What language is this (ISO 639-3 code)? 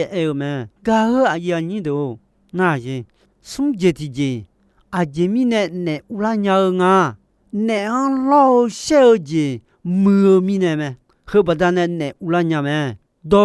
ahk